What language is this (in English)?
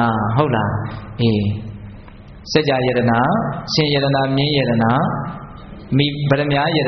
Burmese